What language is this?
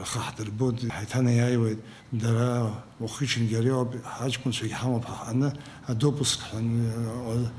Abkhazian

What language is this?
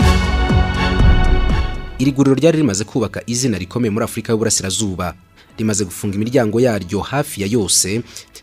Kinyarwanda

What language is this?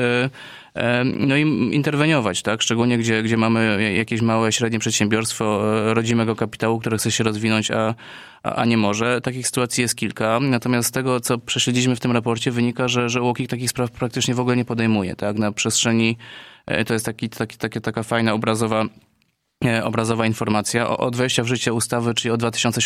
Polish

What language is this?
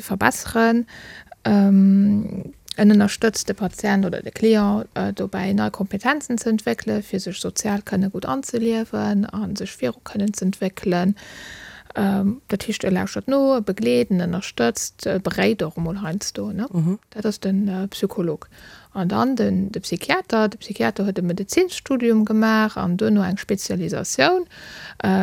Luxembourgish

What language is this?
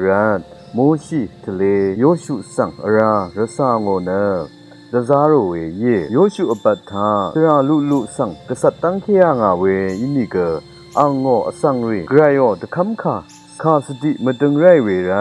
Rawang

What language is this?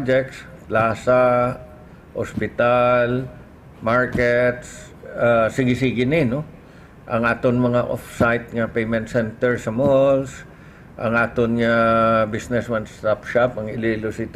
Hiligaynon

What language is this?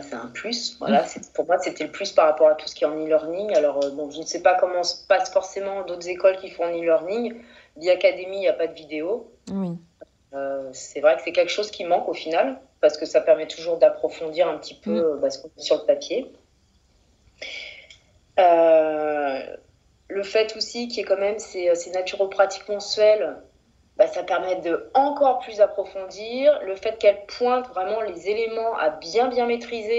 French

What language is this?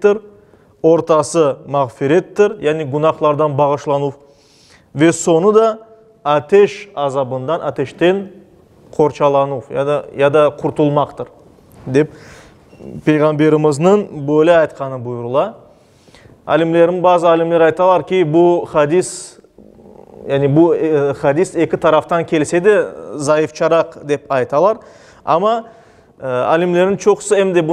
Crimean Tatar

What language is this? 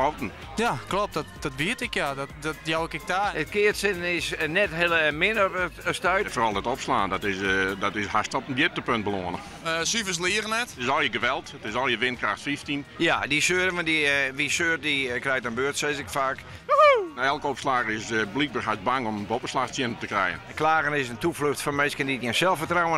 Western Frisian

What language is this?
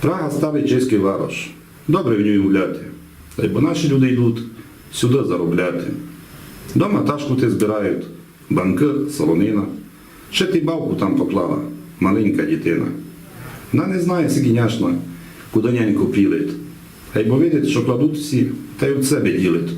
Rusyn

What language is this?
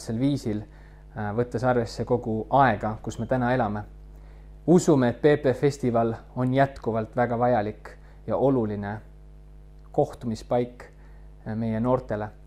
Estonian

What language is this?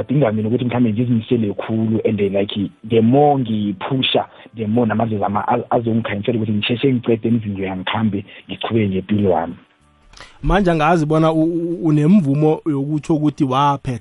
South Ndebele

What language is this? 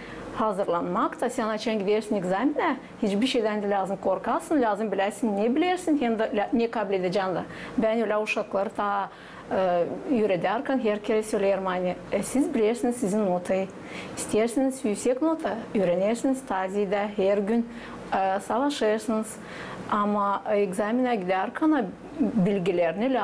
Gagauz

